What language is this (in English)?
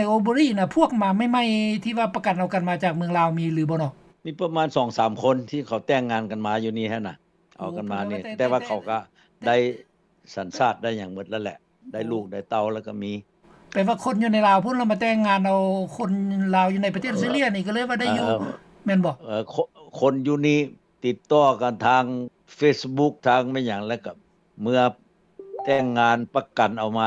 Lao